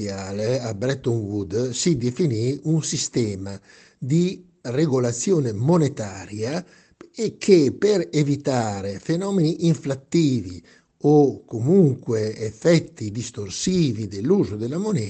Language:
Italian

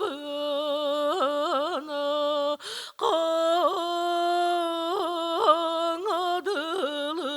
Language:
Yakut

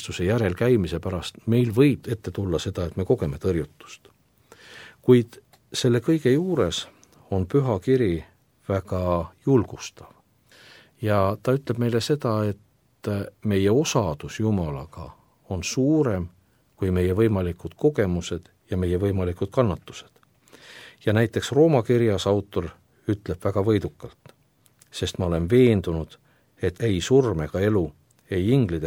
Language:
Estonian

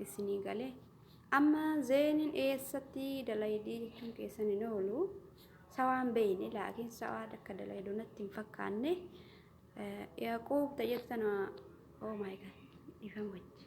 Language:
Oromo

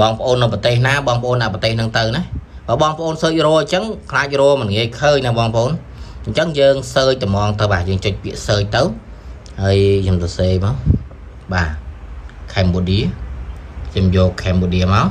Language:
Khmer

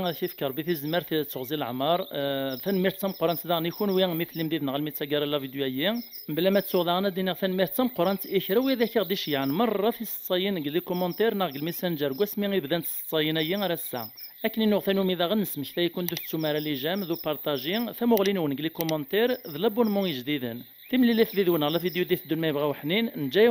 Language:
Kabyle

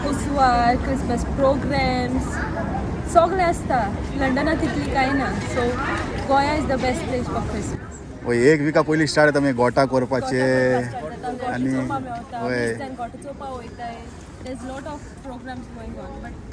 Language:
Konkani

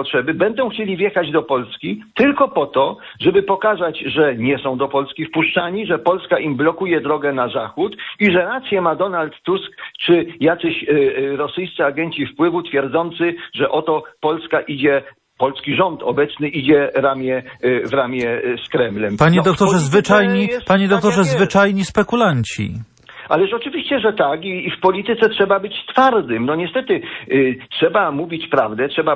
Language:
Polish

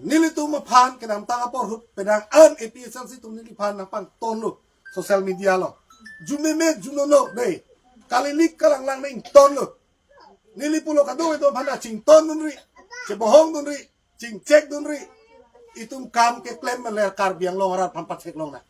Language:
Karbi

